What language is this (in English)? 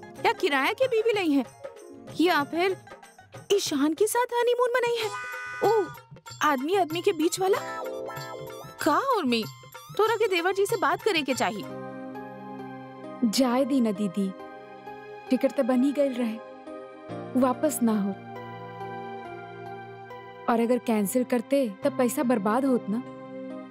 Bhojpuri